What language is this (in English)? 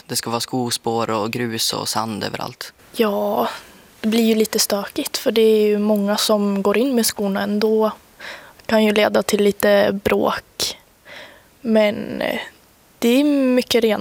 Swedish